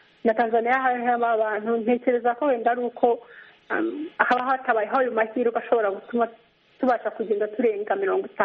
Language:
Kinyarwanda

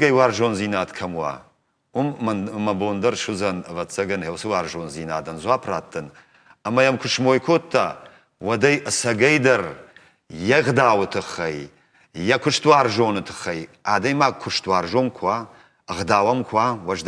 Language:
Ossetic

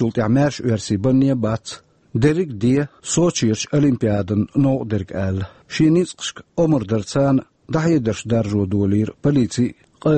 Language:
Chechen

